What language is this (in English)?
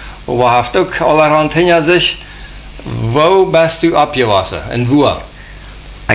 Plautdietsch